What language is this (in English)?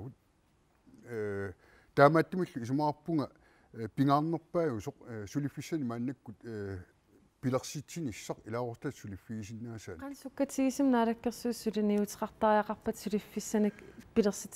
Kalaallisut